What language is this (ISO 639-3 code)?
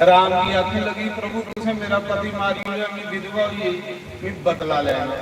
doi